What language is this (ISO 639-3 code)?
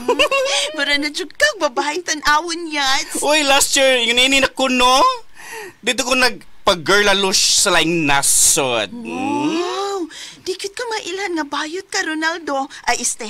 ceb